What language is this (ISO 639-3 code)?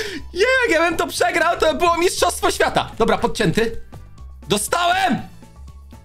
pol